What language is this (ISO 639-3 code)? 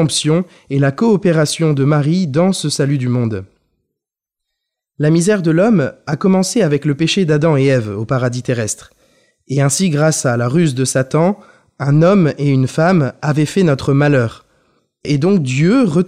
fra